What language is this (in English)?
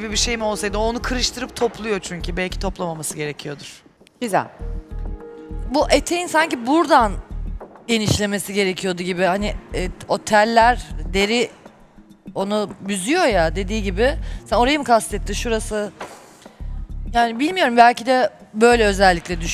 Turkish